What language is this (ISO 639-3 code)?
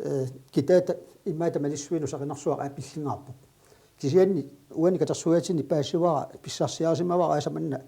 kal